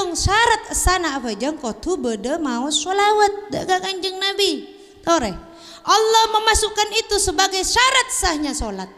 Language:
Madurese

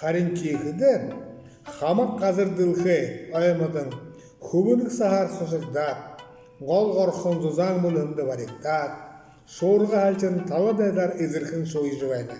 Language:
Buriat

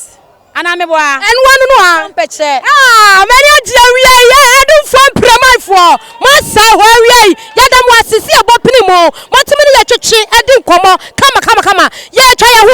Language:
Akan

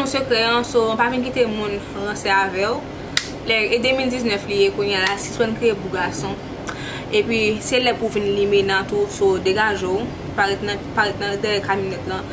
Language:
Haitian Creole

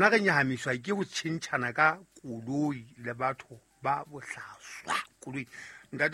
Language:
Southern Sotho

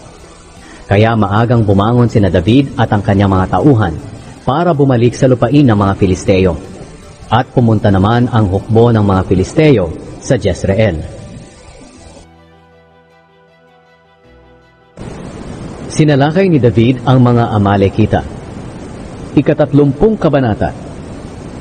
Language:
Filipino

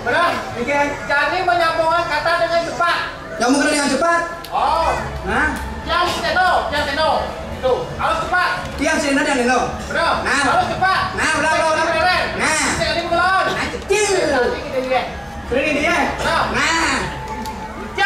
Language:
Balinese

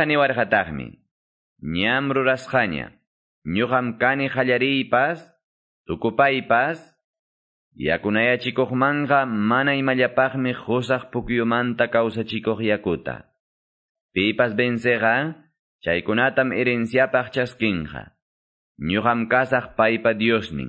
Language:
Quechua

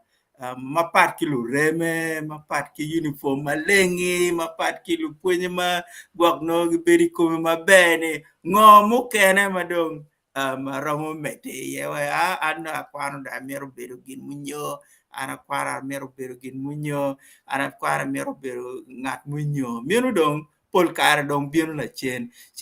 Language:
Acoli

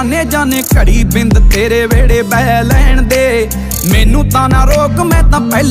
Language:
Punjabi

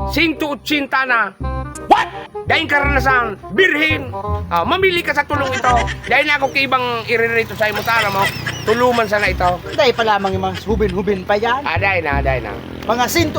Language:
Bikol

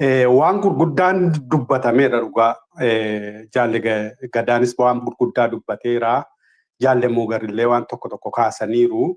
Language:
Oromo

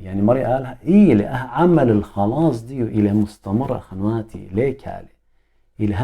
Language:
Assyrian Neo-Aramaic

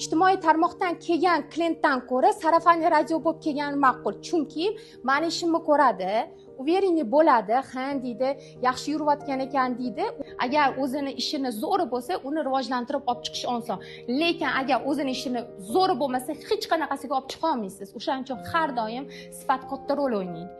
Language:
Uzbek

